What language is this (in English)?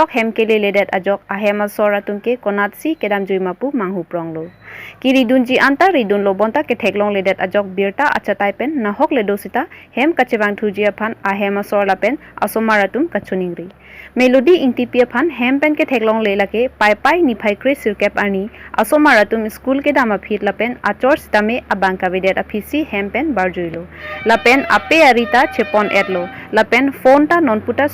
Karbi